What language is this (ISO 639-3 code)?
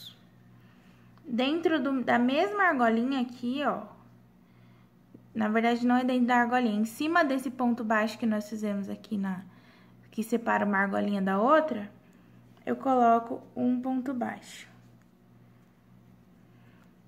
por